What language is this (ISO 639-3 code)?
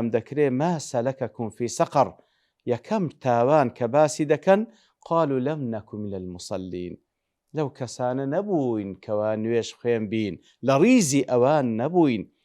ckb